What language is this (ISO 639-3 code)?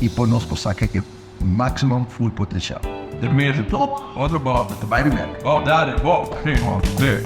pap